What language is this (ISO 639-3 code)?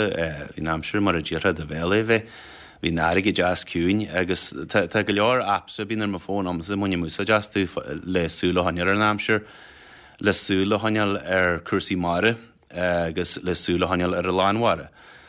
gle